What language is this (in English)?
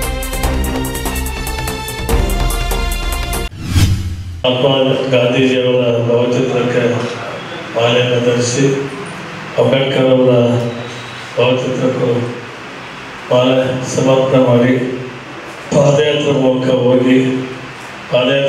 Kannada